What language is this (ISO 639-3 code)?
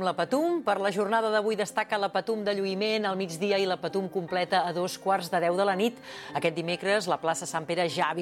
cat